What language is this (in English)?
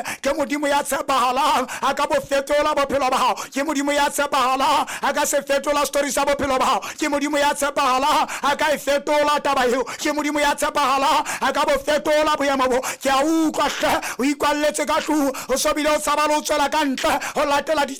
Southern Sotho